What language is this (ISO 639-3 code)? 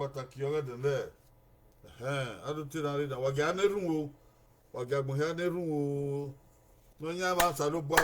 bin